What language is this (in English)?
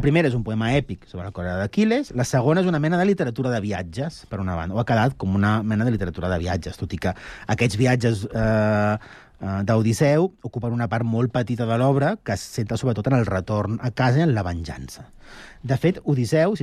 Catalan